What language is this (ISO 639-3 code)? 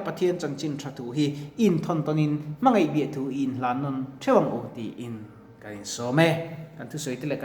lus